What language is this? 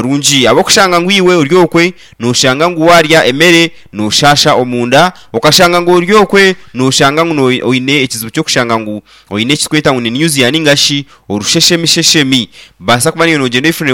Nyankole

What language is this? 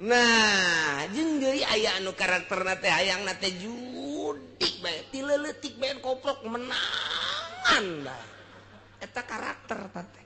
Sundanese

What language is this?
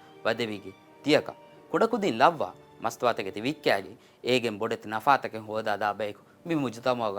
Divehi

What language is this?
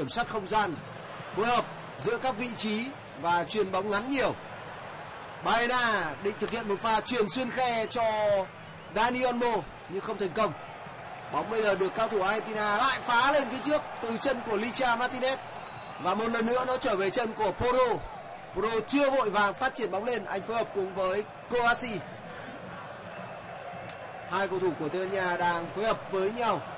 Vietnamese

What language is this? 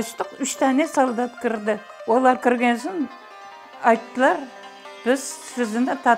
Crimean Tatar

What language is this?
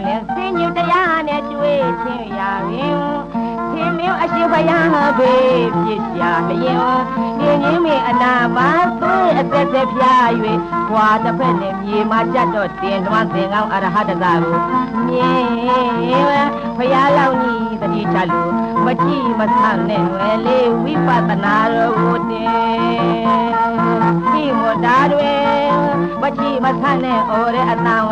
Burmese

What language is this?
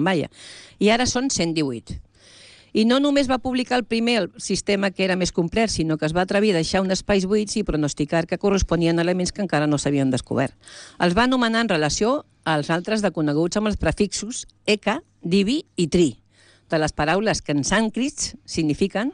Catalan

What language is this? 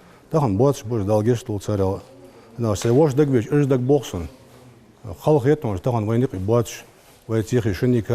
Ingush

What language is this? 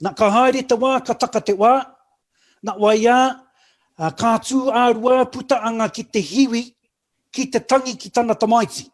Māori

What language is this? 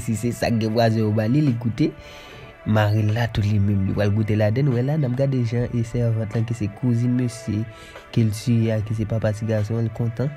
Haitian Creole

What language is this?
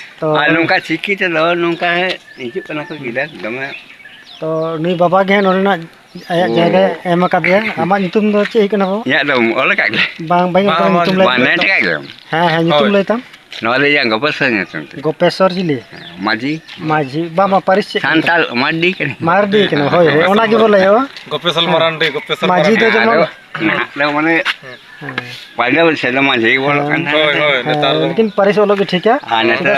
Santali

